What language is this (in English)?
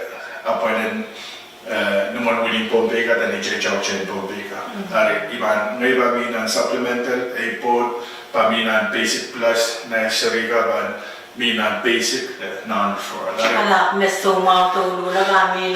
Pohnpeian